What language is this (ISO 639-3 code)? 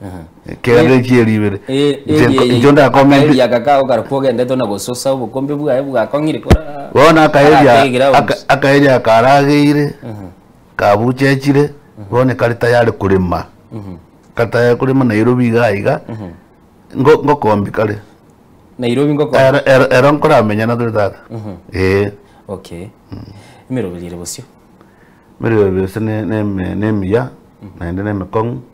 guz